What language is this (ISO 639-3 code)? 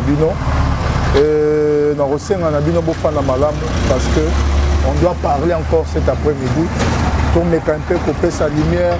lin